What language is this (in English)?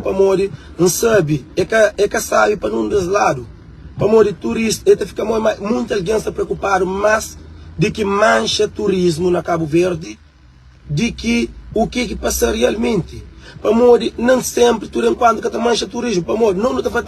Kabuverdianu